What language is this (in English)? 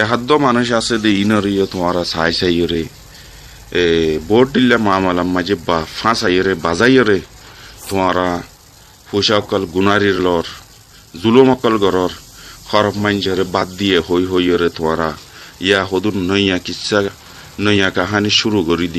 Rohingya